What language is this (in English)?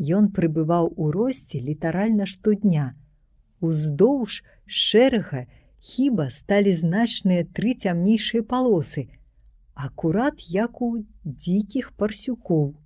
Belarusian